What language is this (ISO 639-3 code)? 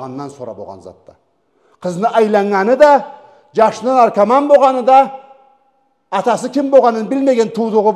krc